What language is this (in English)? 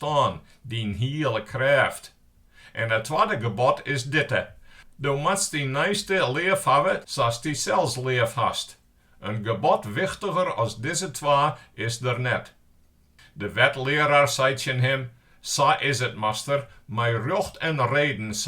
Western Frisian